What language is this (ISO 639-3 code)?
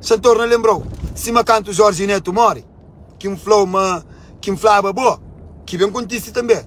kea